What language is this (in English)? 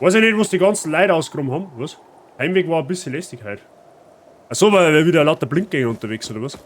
Bavarian